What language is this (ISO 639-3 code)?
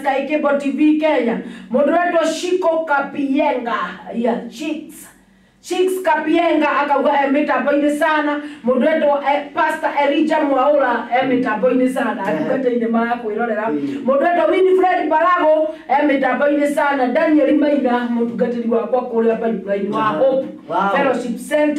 kik